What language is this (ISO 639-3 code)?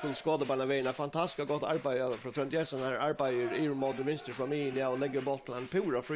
fao